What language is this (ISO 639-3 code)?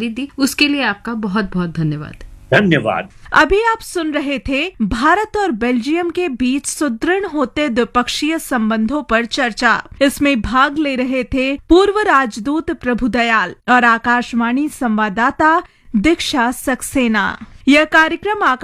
hin